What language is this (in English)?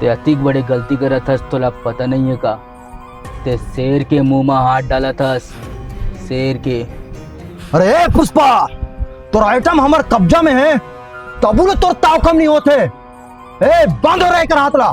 Chhattisgarhi